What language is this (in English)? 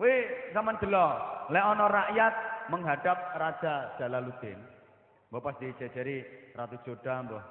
Javanese